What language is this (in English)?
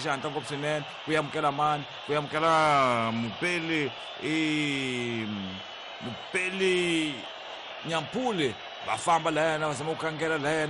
Tsonga